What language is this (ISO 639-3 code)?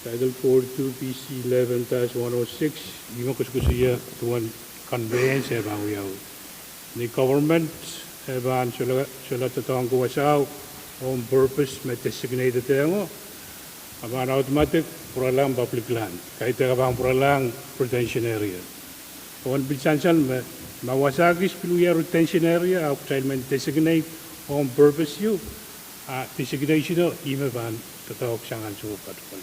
pon